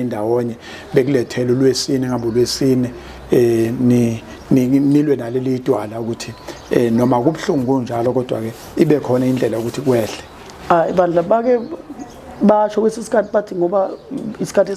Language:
Zulu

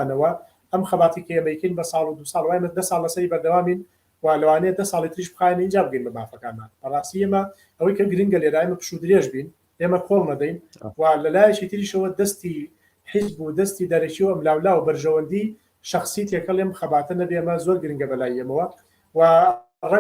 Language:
Central Kurdish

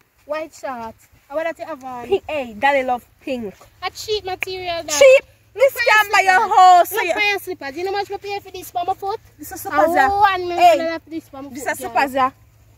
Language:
Jamaican Creole English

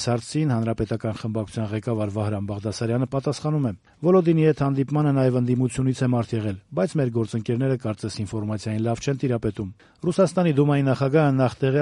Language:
Armenian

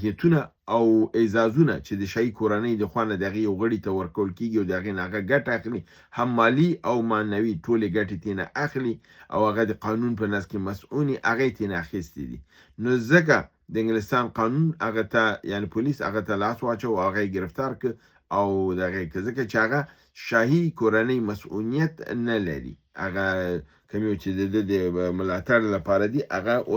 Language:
Pashto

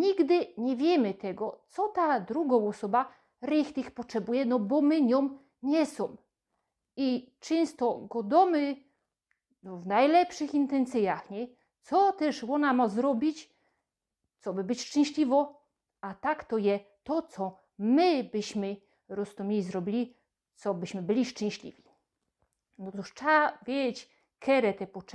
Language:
Silesian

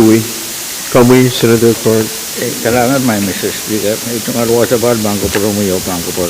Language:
Pohnpeian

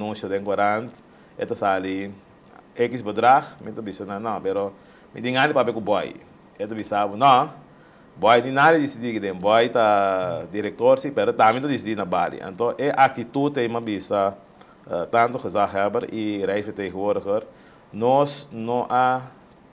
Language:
Papiamento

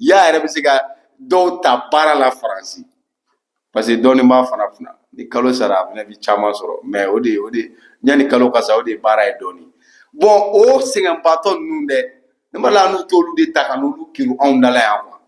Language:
Bambara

